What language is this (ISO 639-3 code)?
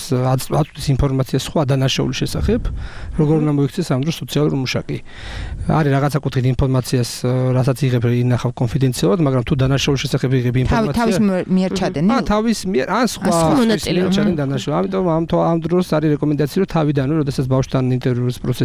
kat